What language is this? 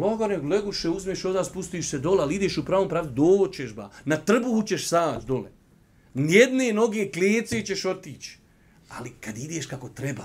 Bosnian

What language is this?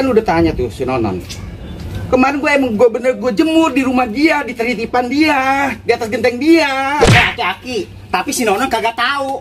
Betawi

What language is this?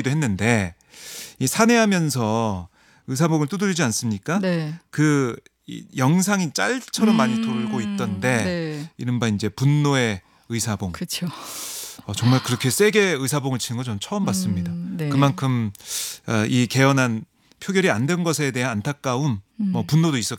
Korean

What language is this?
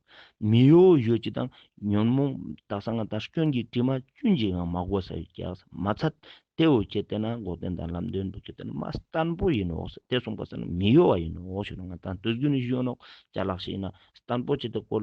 Ladakhi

